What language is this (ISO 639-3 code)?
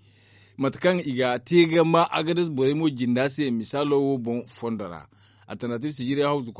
dje